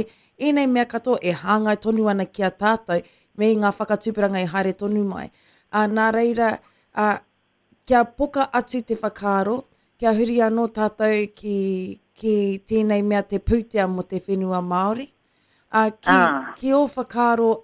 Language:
Māori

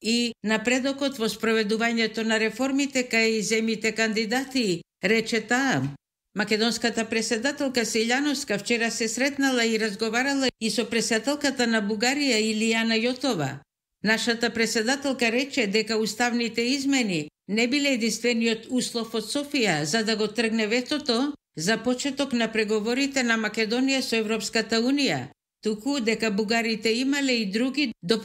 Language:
Macedonian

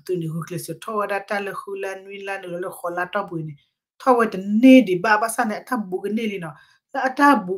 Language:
S'gaw Karen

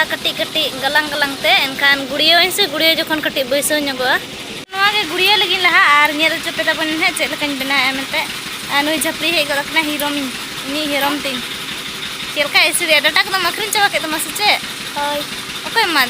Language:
Santali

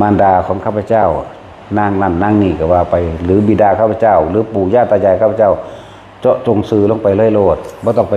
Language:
Northeastern Thai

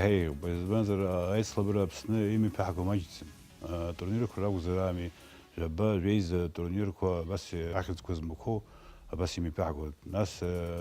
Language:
Abkhazian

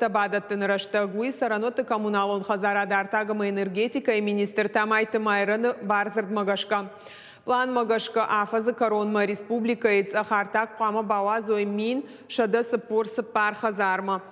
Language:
Ossetic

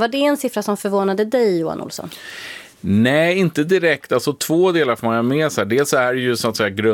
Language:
Swedish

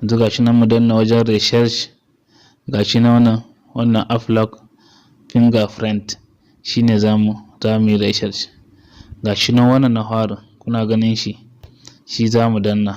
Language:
Hausa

